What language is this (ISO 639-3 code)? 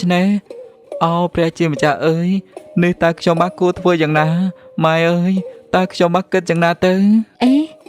khm